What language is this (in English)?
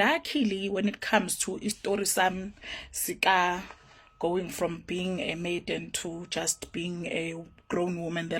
Zulu